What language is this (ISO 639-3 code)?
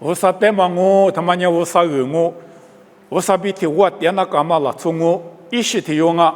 lis